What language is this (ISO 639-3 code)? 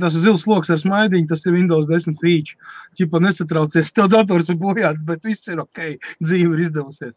lav